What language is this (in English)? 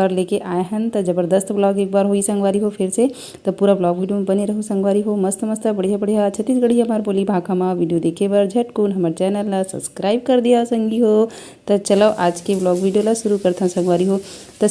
Chhattisgarhi